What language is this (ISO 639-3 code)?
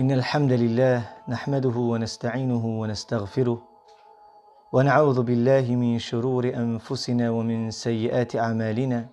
rmn